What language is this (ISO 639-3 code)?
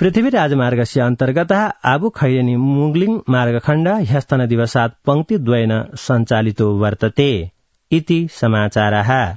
san